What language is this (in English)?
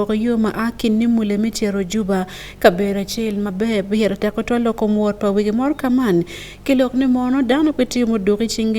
Acoli